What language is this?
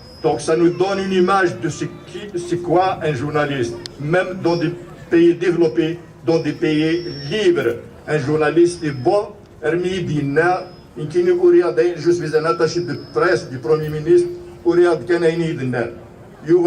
Kabyle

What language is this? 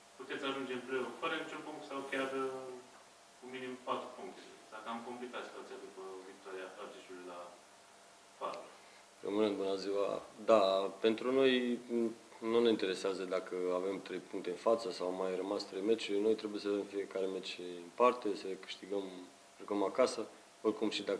Romanian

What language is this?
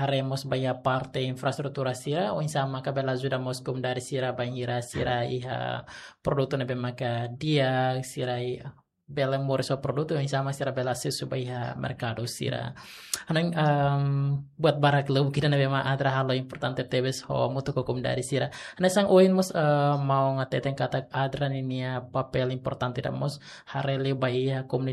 Tetum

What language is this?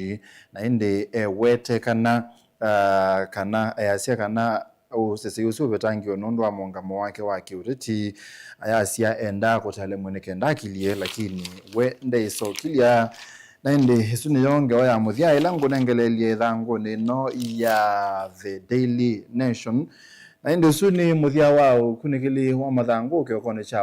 Kamba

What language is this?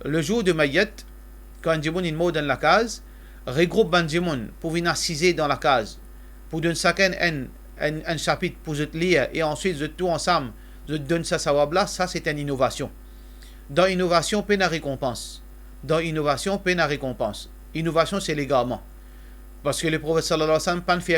Morisyen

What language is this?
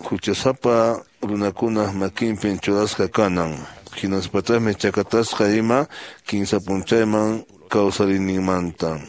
Quechua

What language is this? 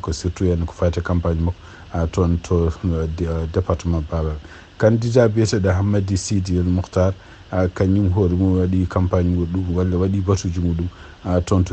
Fula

